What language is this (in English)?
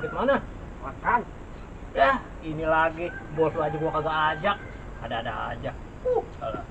Betawi